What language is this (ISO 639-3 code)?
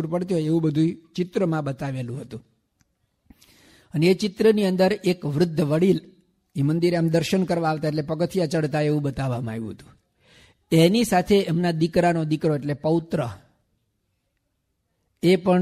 guj